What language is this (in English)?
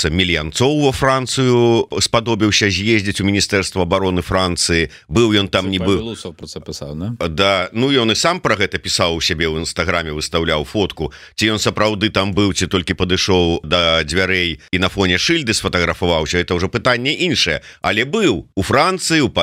Belarusian